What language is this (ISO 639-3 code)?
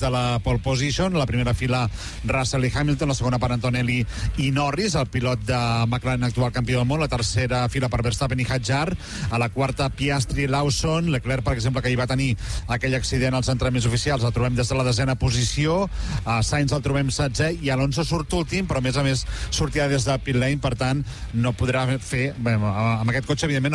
cat